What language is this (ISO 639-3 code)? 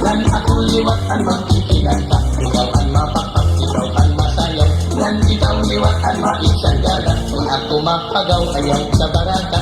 war